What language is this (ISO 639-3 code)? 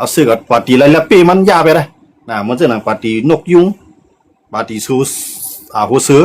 shn